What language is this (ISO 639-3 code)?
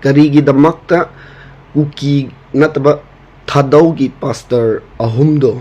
mni